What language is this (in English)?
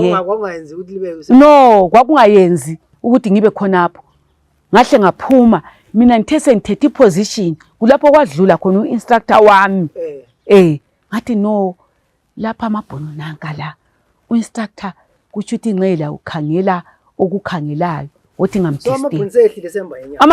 North Ndebele